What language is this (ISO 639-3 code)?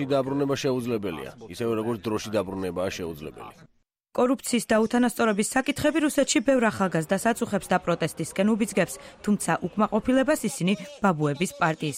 kat